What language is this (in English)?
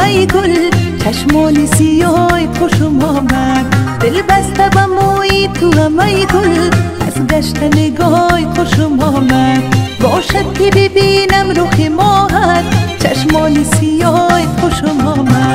Persian